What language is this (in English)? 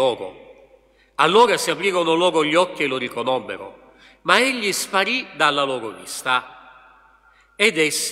Italian